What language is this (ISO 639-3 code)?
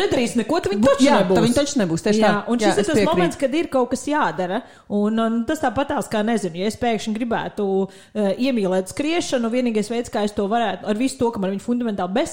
lav